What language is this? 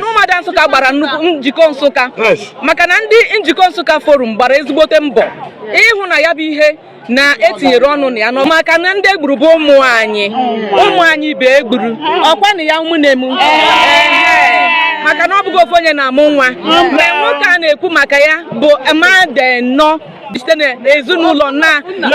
Igbo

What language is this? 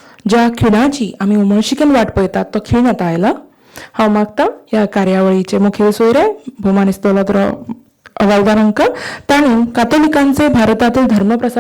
Konkani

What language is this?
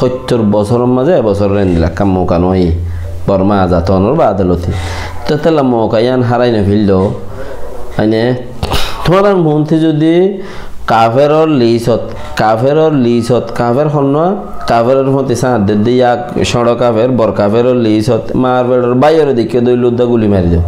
Rohingya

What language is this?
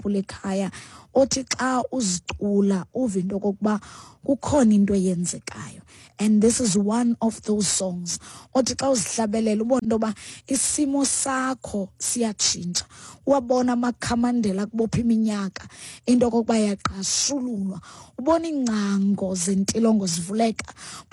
Xhosa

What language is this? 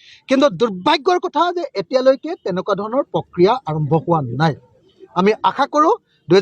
Assamese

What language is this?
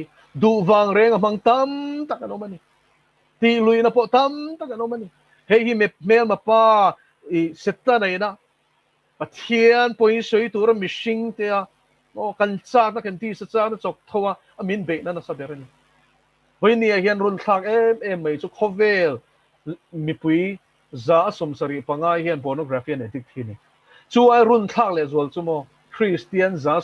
Mizo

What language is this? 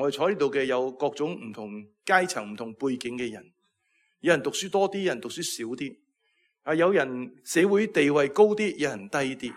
Cantonese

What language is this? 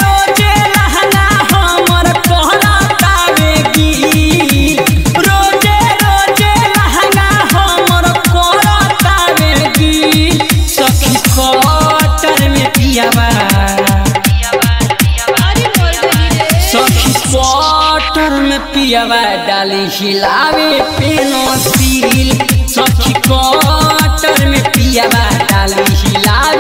Bhojpuri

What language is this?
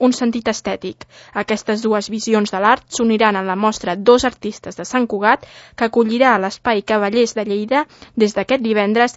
Catalan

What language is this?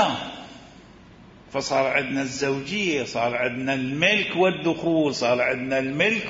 Arabic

